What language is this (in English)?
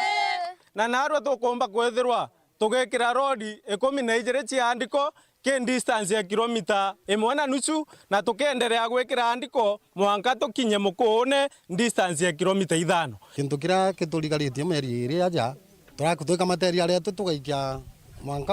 Meru